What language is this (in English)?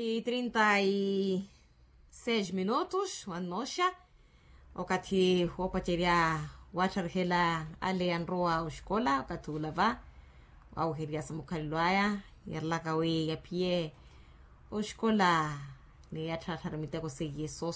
Makhuwa